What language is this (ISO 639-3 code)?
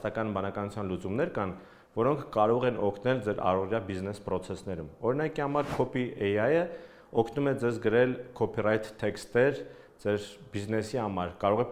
hye